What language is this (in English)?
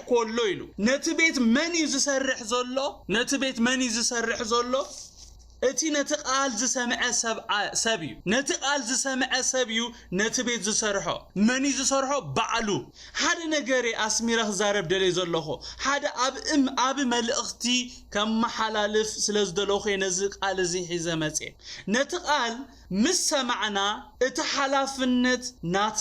Tigrinya